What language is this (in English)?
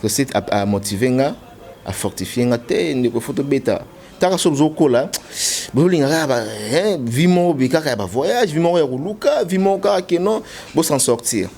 Lingala